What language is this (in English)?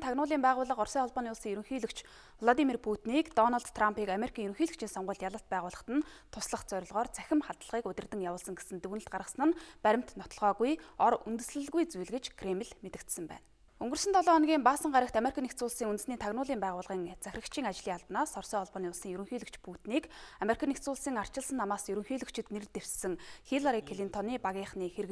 Mongolian